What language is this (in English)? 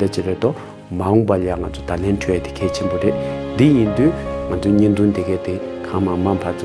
Tibetan